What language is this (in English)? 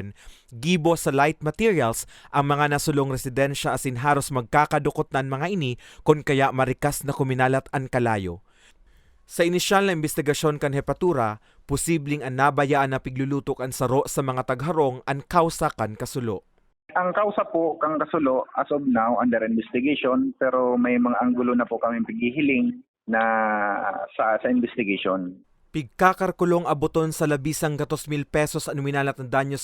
Bikol